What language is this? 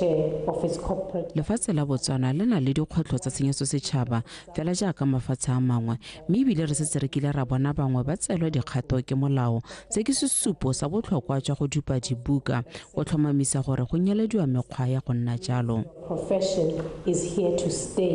Tswana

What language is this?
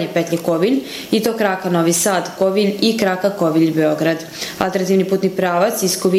Serbian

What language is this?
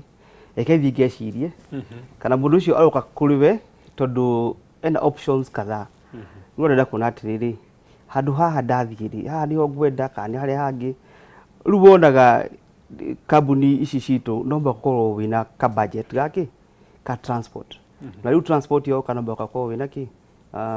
Kikuyu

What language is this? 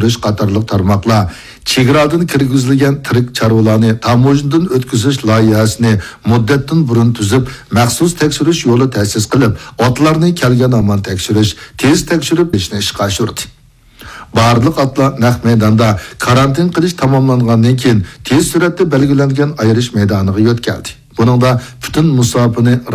Uyghur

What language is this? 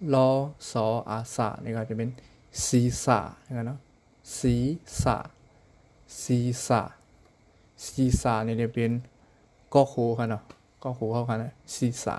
Shan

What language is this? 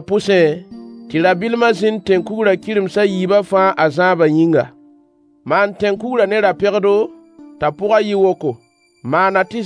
Mossi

